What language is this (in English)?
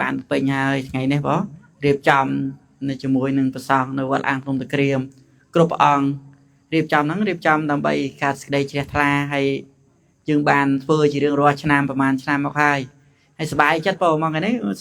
Khmer